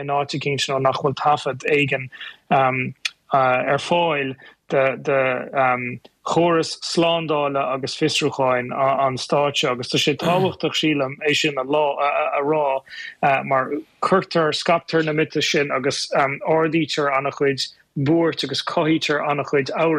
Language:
Irish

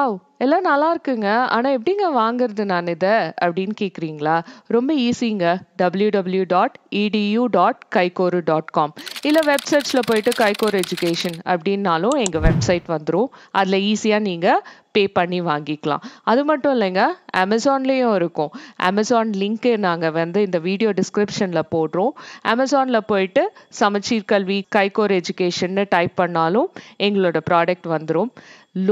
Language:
Tamil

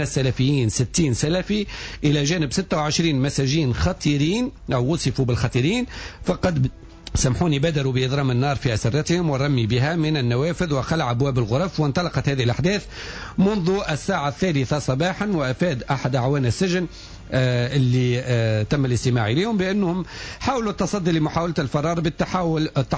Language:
Tunisian Arabic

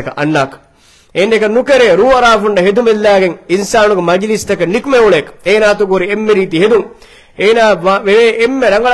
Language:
Divehi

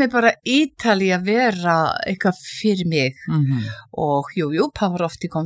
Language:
Icelandic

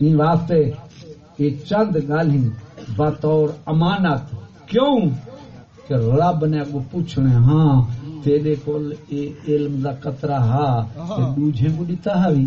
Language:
Saraiki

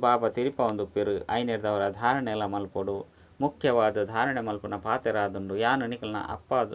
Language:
Tulu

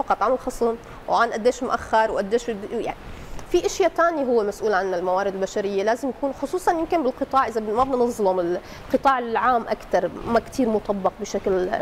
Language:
North Levantine Arabic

